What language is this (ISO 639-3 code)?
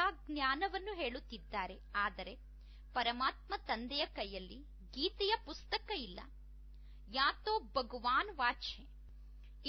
kan